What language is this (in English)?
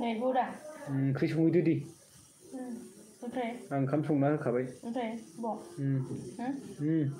Bodo